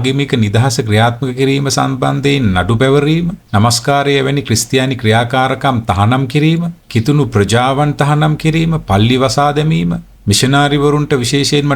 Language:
Sinhala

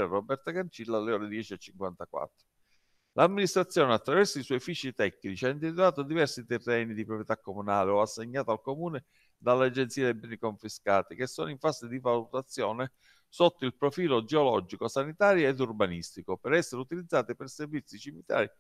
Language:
Italian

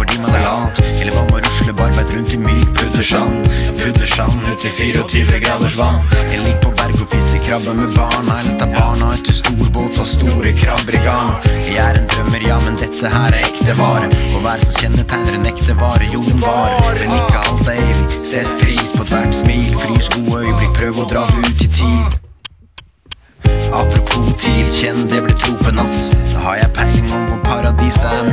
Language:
Norwegian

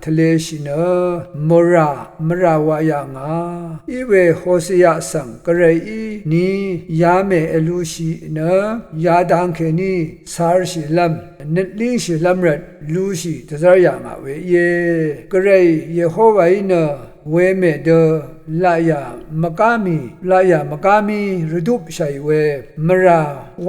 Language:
Rawang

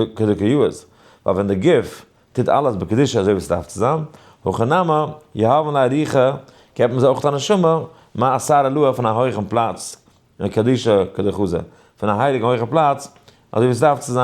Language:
Yiddish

